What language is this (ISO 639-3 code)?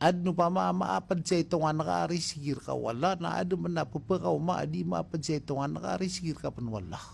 mrw